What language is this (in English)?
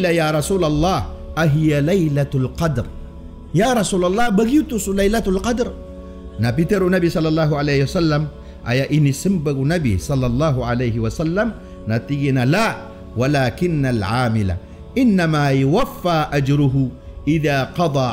Maranao